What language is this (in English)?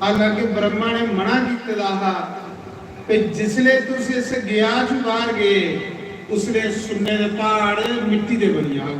Dogri